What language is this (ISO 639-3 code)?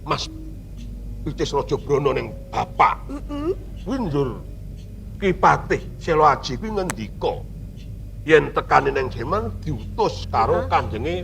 jav